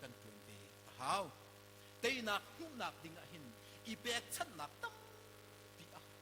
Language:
Hakha Chin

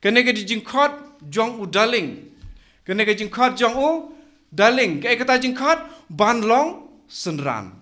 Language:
Khasi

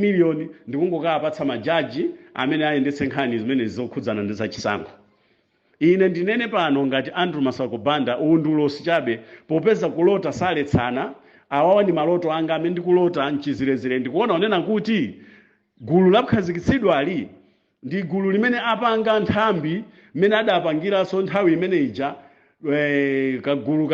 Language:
Nyanja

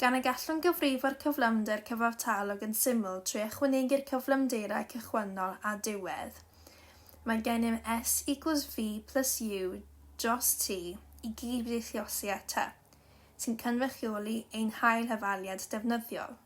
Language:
Welsh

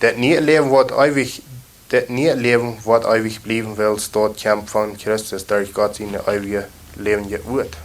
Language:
Plautdietsch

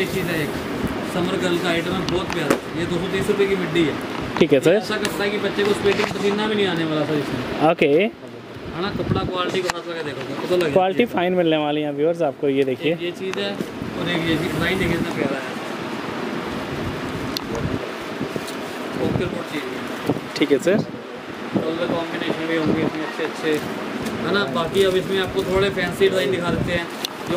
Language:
Hindi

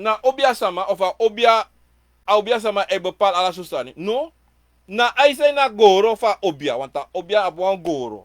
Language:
Sranan Tongo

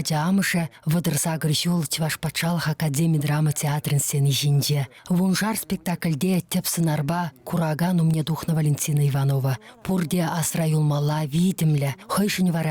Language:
Chuvash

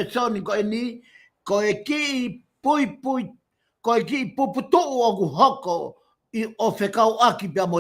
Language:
Tongan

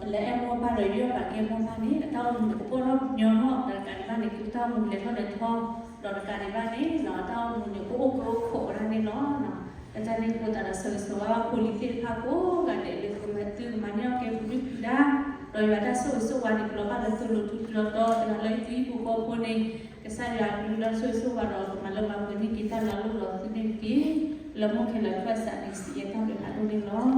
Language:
S'gaw Karen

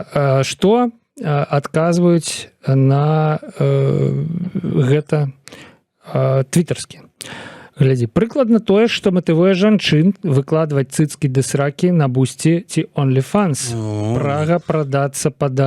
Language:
Belarusian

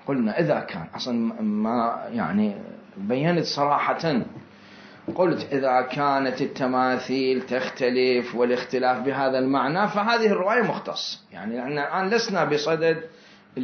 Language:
Mesopotamian Arabic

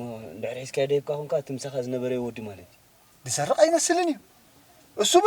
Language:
Tigrinya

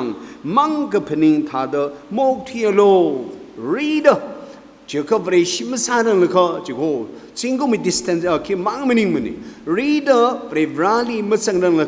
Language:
Tangkhul Naga (India)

